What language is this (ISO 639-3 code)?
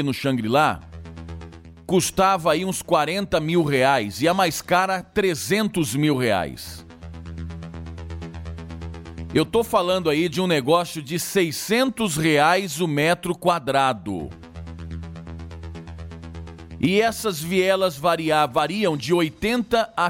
por